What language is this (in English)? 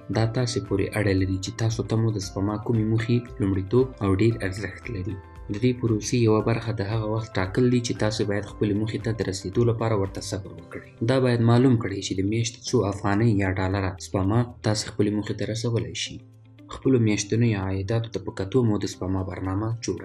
Pashto